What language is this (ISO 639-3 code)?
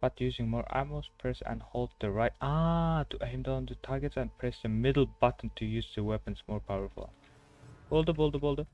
kaa